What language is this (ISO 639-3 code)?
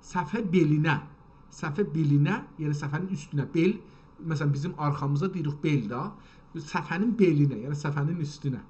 azb